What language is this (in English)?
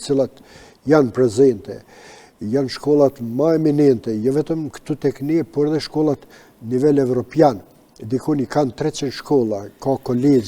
Albanian